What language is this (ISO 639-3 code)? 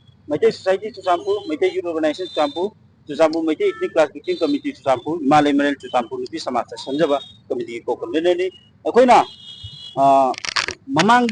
mni